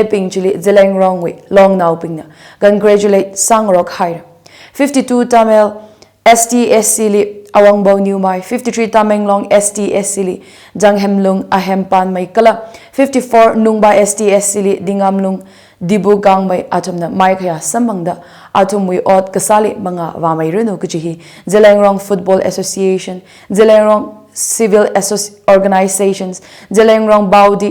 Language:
Tangkhul Naga (India)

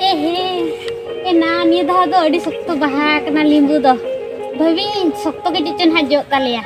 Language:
Santali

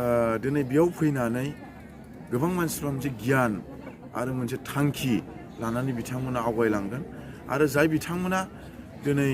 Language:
Bodo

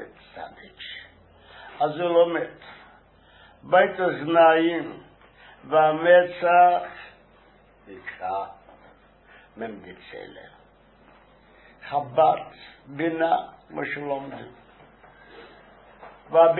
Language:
Hebrew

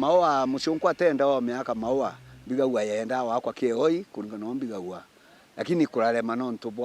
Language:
Meru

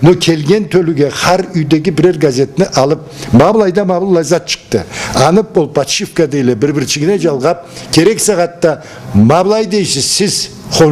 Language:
Karachay-Balkar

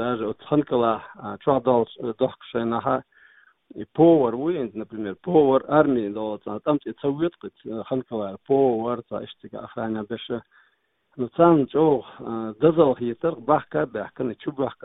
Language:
Chechen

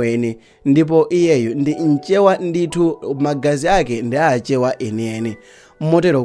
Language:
Nyanja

